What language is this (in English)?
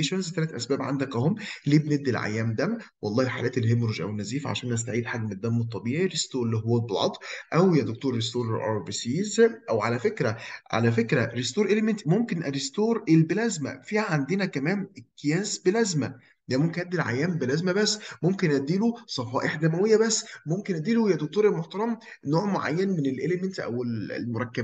Egyptian Arabic